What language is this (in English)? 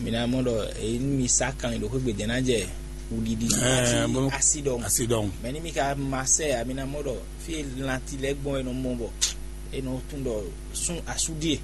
Fon